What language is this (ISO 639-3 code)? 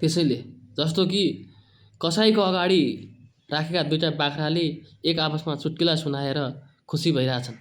nep